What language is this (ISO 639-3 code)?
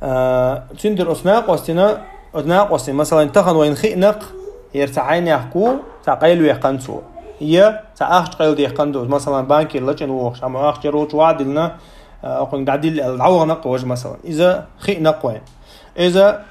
che